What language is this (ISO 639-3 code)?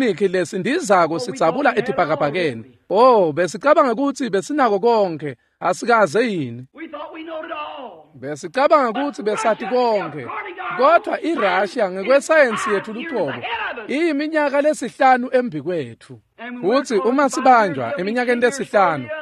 ssw